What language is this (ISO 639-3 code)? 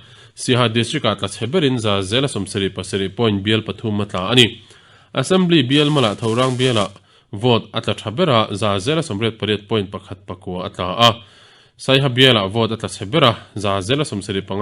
lus